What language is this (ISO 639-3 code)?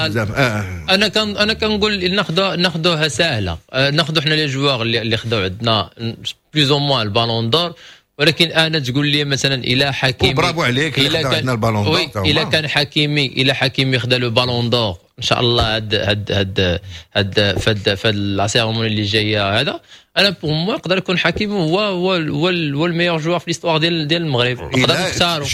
ary